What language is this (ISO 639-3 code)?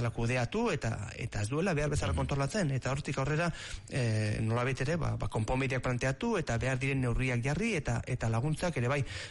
eus